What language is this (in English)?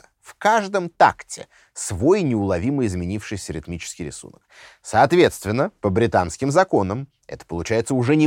Russian